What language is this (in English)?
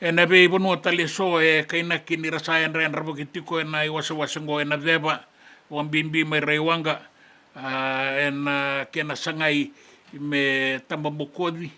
Fijian